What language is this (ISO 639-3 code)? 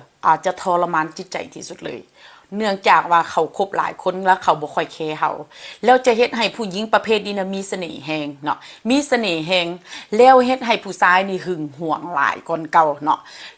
tts